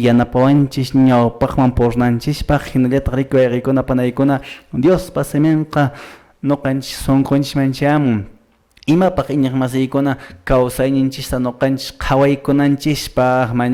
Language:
Quechua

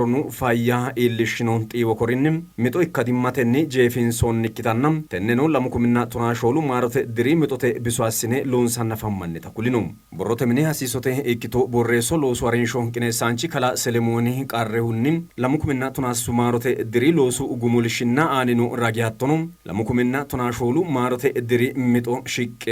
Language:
Sidamo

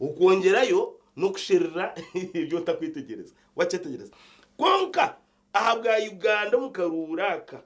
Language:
Nyankole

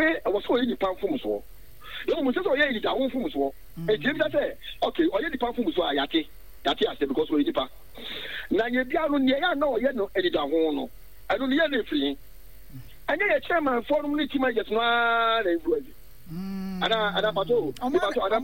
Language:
Akan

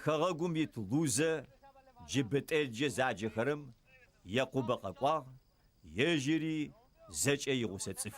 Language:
Adyghe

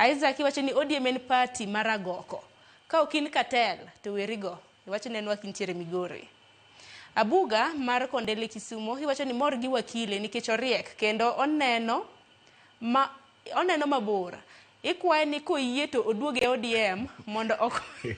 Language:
Luo (Kenya and Tanzania)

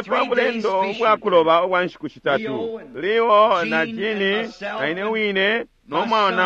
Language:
Bemba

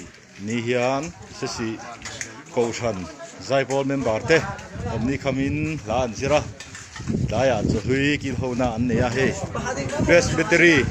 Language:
Mizo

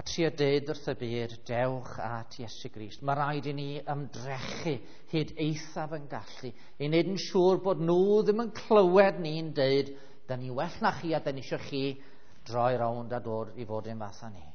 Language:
Welsh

